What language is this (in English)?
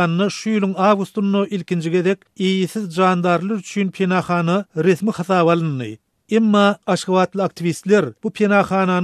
Turkmen